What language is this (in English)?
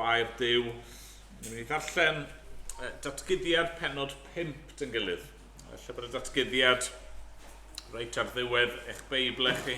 Welsh